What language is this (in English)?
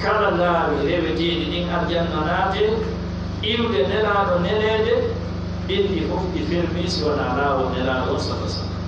Pular